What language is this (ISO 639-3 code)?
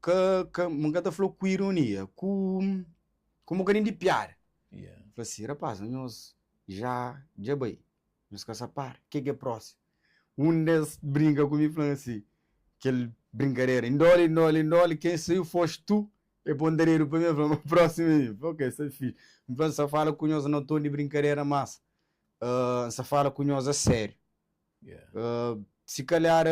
kea